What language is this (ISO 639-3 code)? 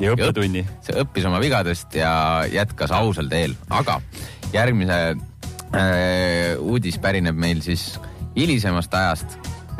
est